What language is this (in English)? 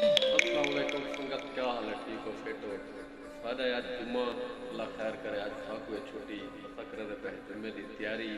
Saraiki